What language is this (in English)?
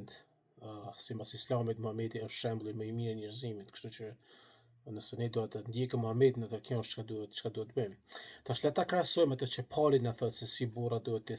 Albanian